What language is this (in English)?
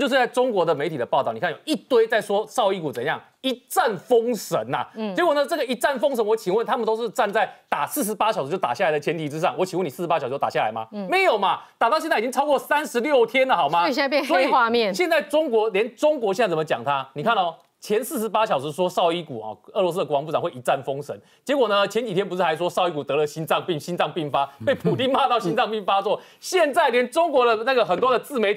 Chinese